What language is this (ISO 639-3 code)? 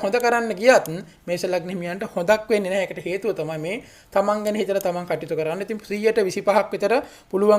sin